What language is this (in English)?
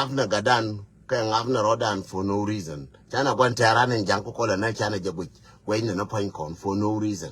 Nuer